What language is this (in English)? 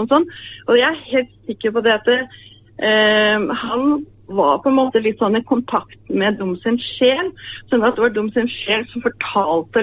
Norwegian